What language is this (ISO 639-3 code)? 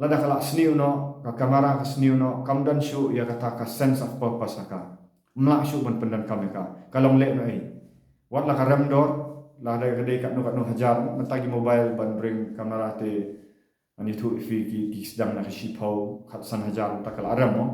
kha